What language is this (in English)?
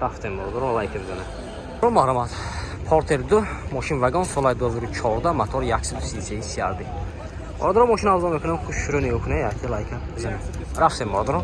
Tajik